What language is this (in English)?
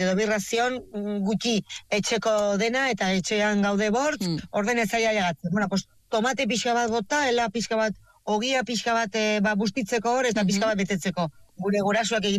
Basque